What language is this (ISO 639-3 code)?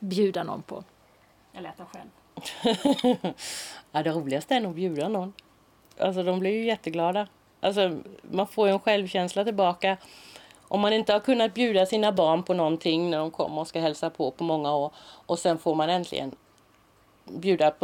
swe